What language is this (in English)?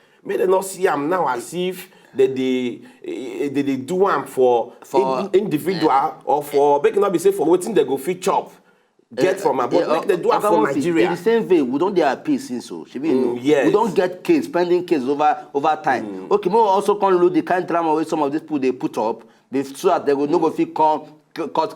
Nigerian Pidgin